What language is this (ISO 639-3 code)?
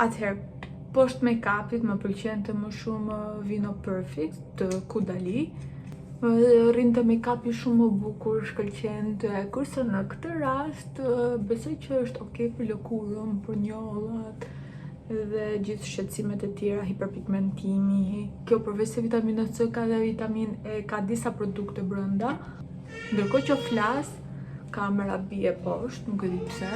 sqi